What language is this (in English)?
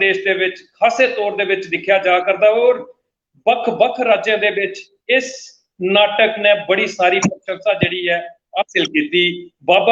Dogri